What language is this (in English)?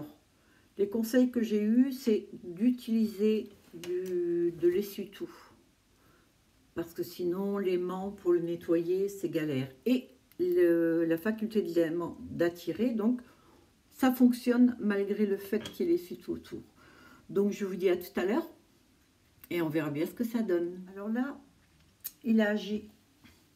French